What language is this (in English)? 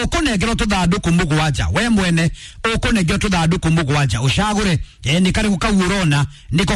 Kikuyu